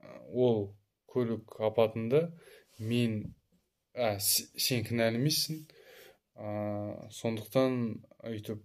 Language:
Kazakh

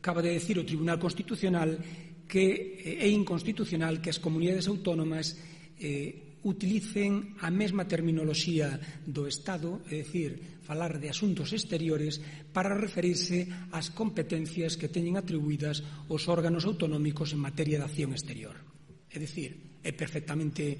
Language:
Galician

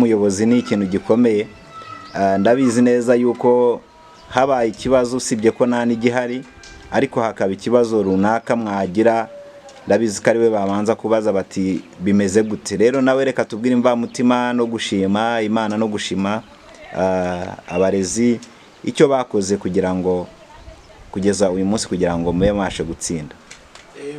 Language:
Kinyarwanda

